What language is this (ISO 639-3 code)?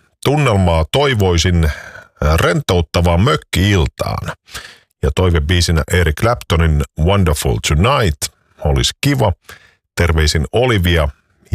fin